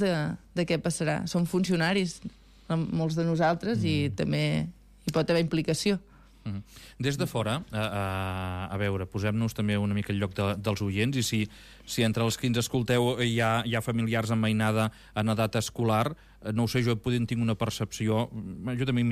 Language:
Catalan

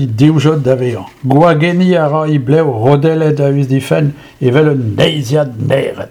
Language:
Breton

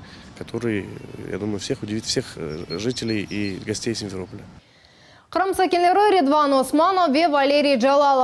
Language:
Crimean Tatar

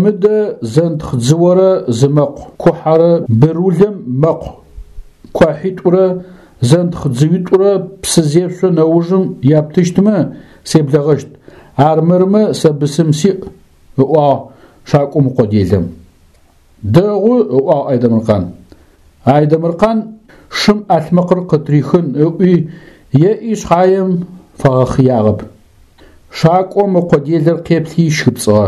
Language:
Adyghe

